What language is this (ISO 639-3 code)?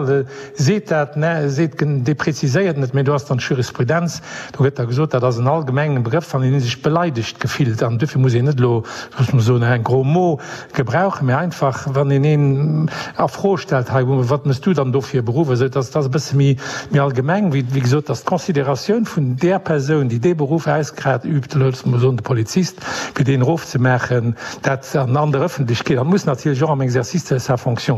ltz